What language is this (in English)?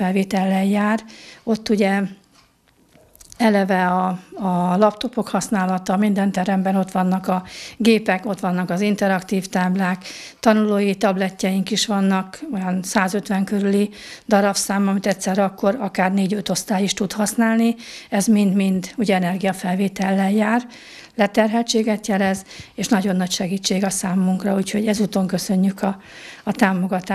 Hungarian